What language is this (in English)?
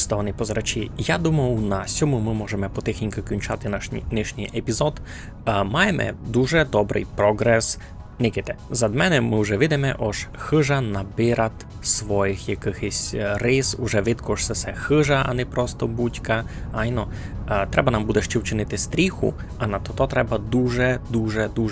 Rusyn